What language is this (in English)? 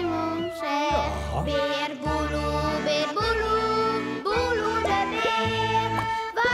Western Frisian